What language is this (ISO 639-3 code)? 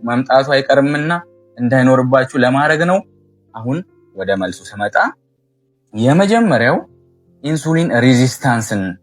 amh